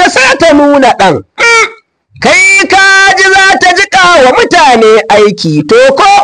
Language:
Hausa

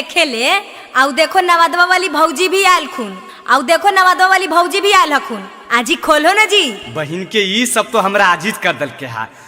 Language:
Magahi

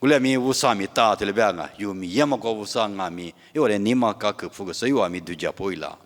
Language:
Lisu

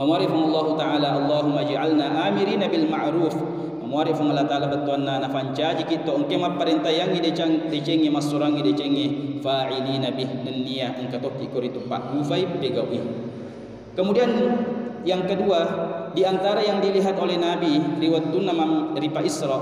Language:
Buginese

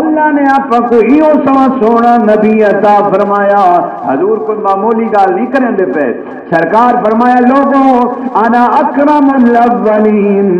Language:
Saraiki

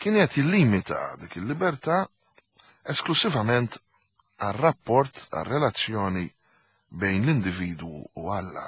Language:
Maltese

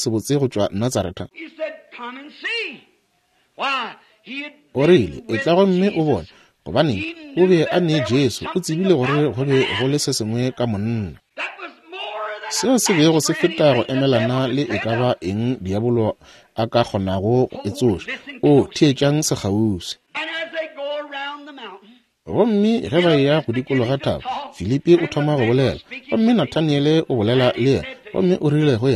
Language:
Northern Sotho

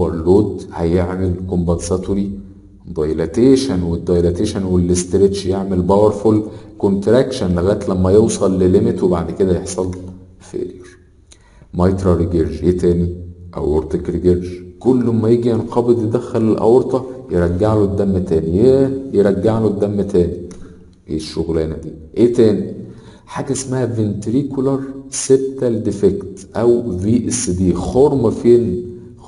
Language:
Egyptian Arabic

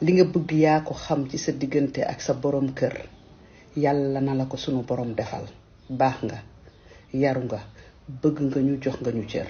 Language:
Wolof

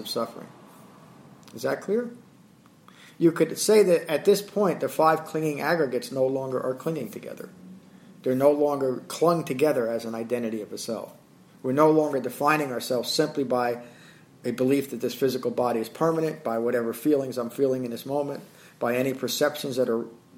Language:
English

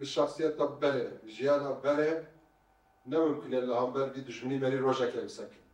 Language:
Kurdish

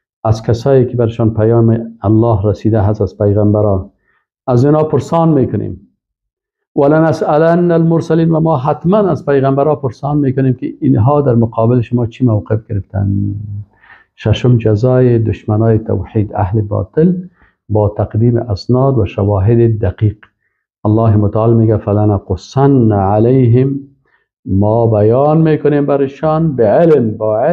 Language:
Persian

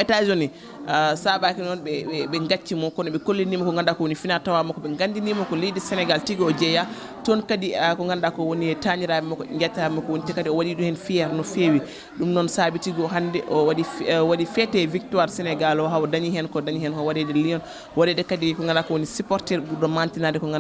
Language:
Fula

